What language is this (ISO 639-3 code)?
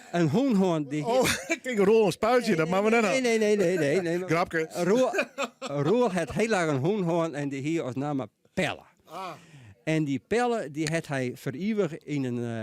fry